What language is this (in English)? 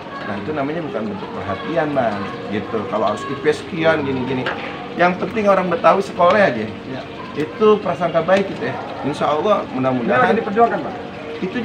Betawi